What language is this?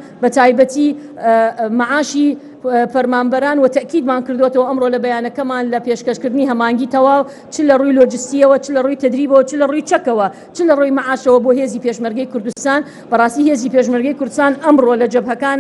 Central Kurdish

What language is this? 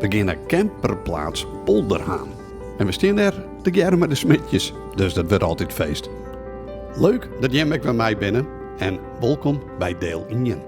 Western Frisian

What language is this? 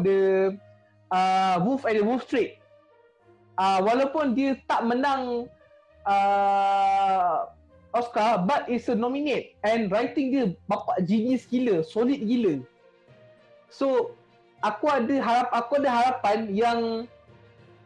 Malay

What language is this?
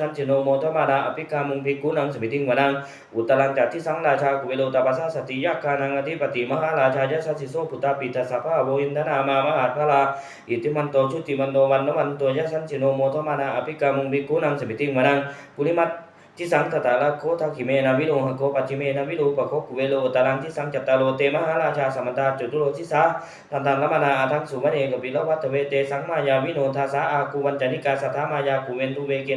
Pali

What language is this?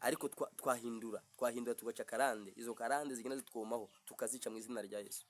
Kinyarwanda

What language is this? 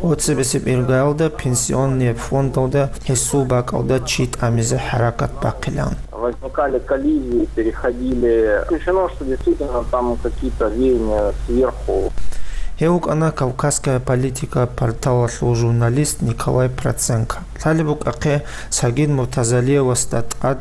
Avaric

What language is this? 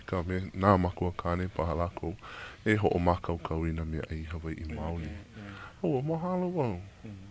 Hawaiian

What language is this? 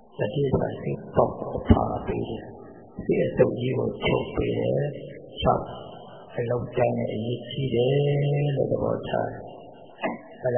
Burmese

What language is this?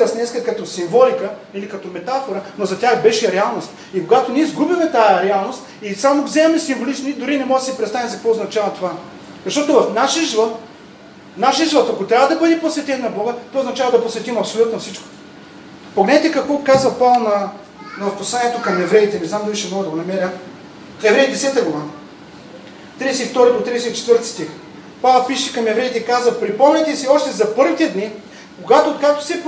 Bulgarian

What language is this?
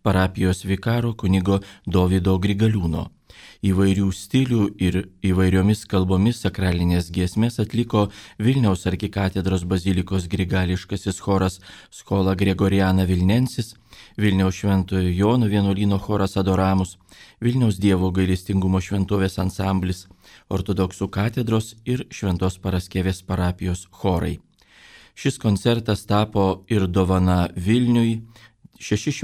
Lithuanian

